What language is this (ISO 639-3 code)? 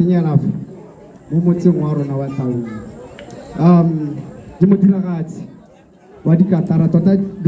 tsn